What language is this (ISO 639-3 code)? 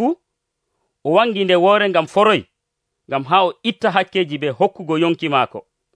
fuv